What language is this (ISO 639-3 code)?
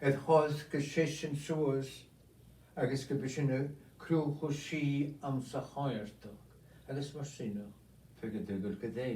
gla